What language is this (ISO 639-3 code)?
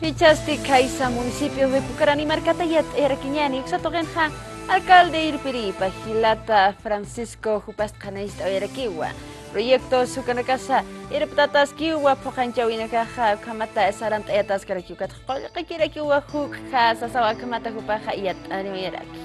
aym